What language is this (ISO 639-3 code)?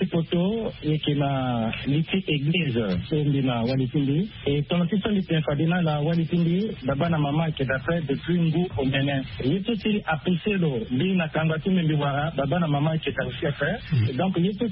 sag